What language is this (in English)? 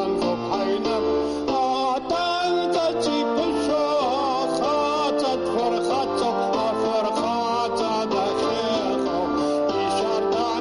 Abkhazian